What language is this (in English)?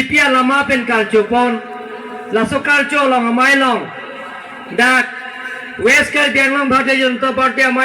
Karbi